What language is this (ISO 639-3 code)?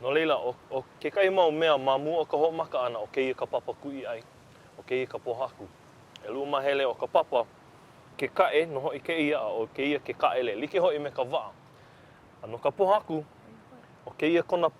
haw